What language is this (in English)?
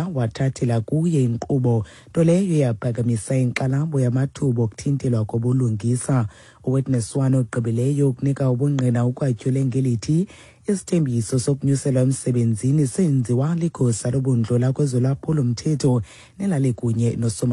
Xhosa